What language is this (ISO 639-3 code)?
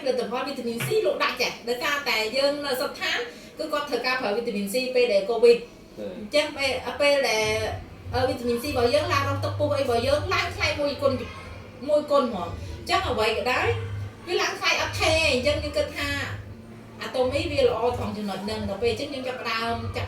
khm